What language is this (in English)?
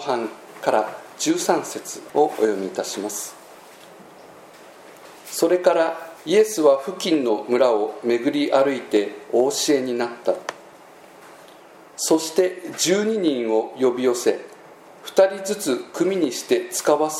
Japanese